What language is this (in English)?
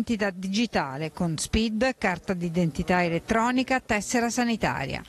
Italian